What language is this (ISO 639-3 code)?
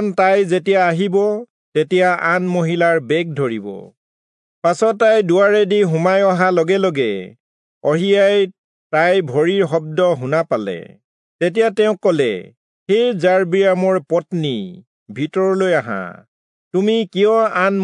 asm